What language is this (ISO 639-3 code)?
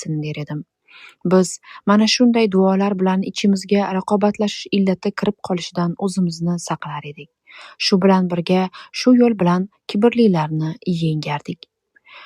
uzb